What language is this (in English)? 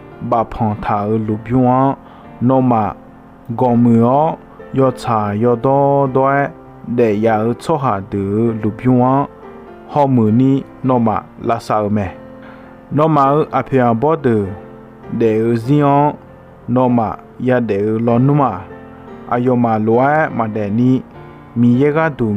Akha